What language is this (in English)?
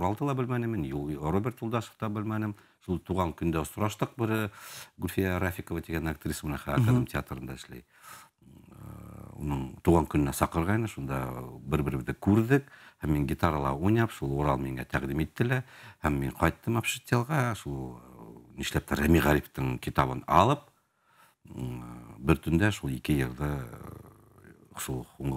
Bashkir